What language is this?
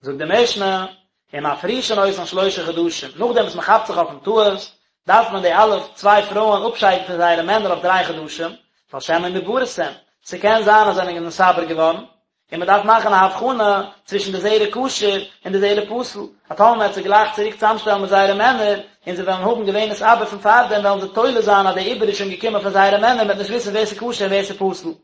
Yiddish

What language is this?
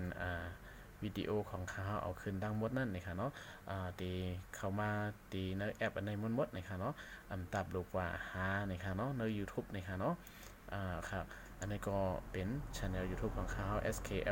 Shan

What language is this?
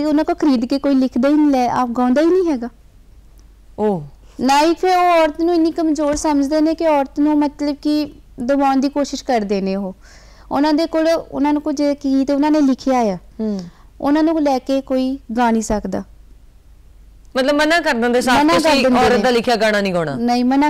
Punjabi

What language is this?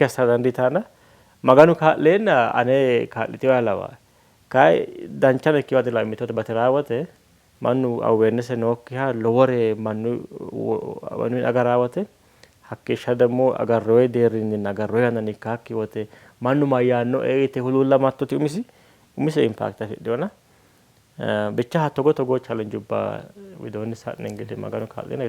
Sidamo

